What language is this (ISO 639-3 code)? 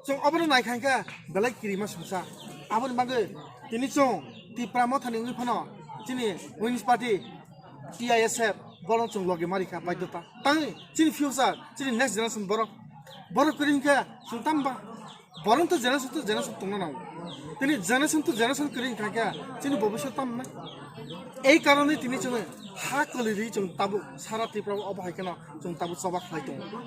trp